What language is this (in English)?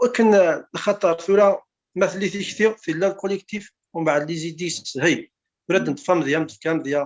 Kabyle